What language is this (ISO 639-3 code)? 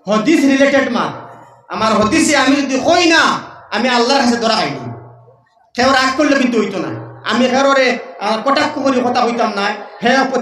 syl